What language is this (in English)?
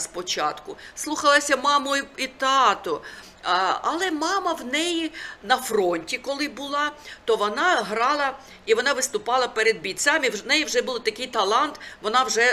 Ukrainian